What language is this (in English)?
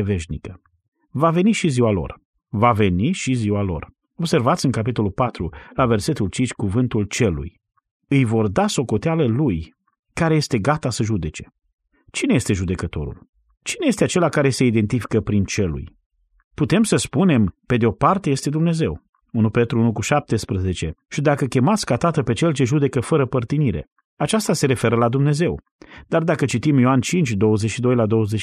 Romanian